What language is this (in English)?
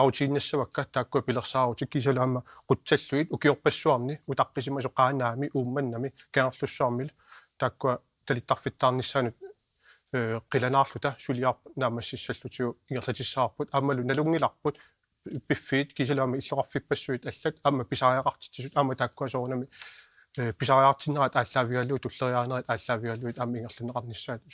Kalaallisut